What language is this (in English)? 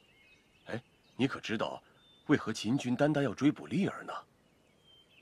Chinese